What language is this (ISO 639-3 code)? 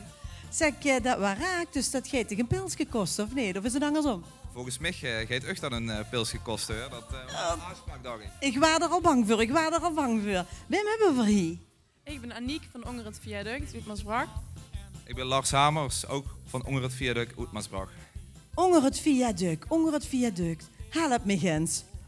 lim